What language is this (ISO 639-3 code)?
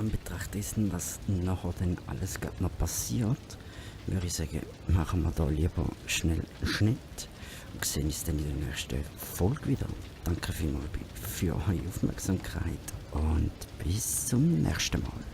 gsw